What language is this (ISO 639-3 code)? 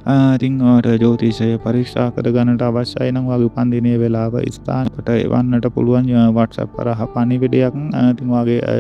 sin